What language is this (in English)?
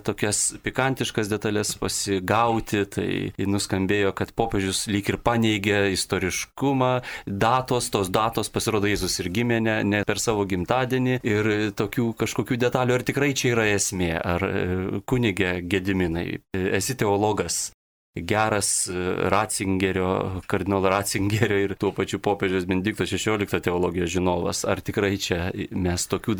Lithuanian